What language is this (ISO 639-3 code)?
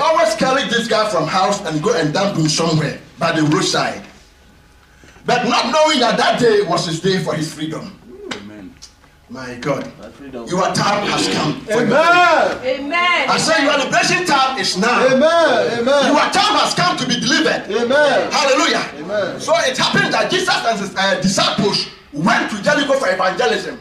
eng